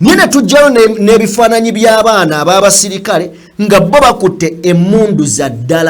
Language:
Ganda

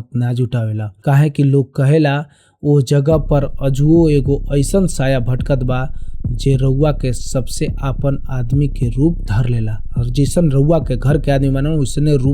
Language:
Bhojpuri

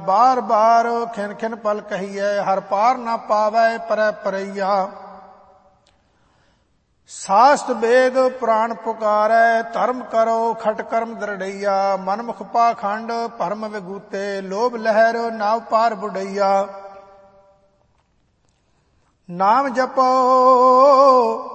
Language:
Punjabi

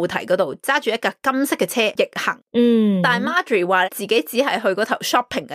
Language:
Cantonese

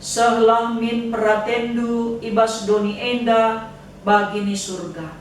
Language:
Batak Karo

